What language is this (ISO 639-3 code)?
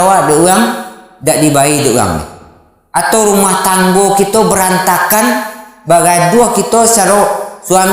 min